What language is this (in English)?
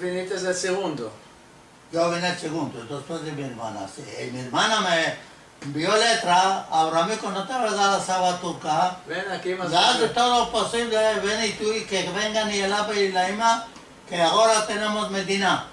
Ladino